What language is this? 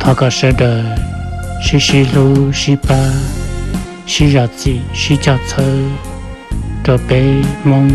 Hmong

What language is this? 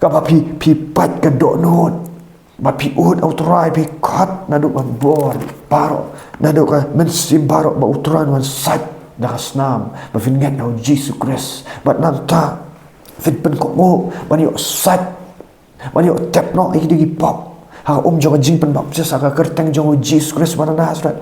Khasi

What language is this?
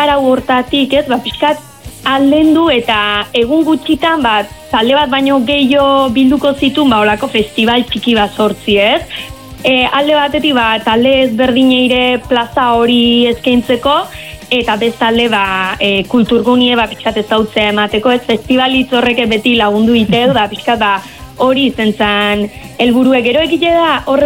Basque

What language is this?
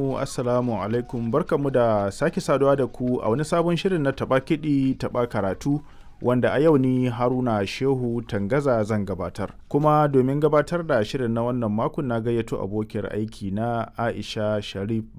Hausa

